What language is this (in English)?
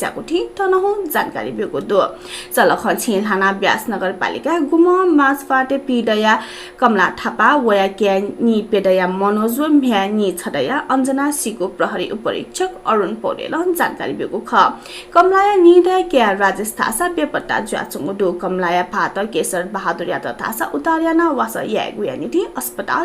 Newari